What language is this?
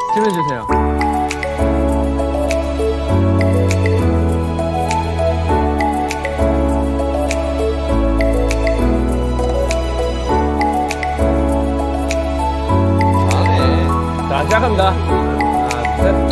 Korean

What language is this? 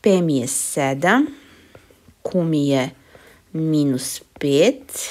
Serbian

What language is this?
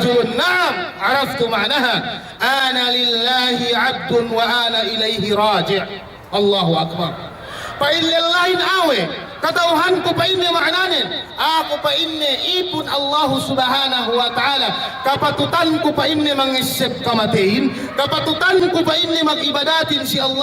Yakan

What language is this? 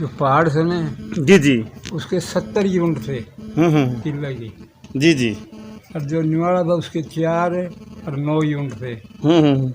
Haryanvi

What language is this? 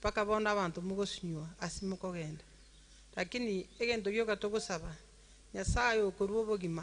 Gusii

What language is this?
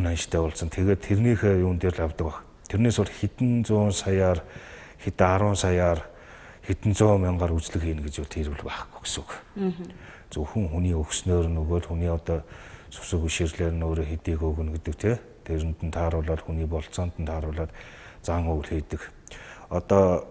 Mongolian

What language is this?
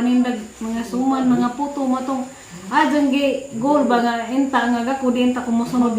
Cebuano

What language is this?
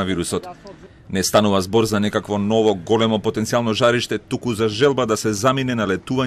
Macedonian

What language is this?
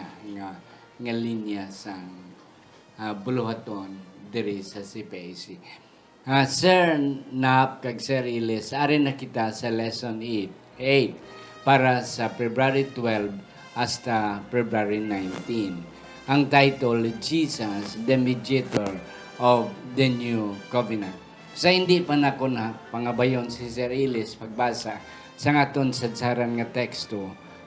Hiligaynon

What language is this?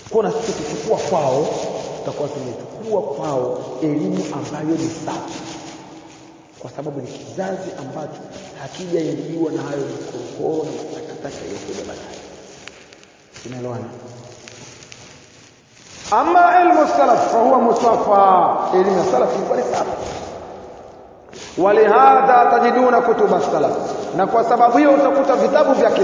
Swahili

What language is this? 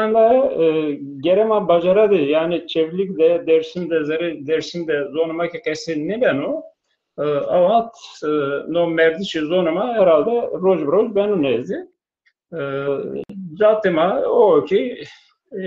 Zaza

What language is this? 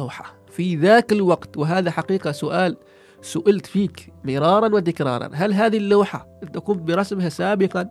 Gulf Arabic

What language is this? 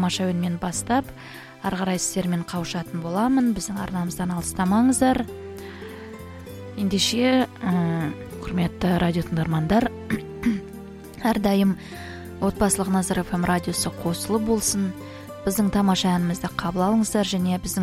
Kazakh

